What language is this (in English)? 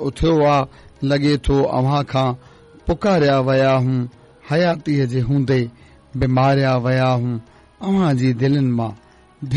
Sindhi